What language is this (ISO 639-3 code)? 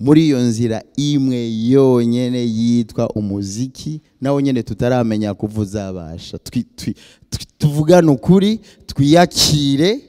run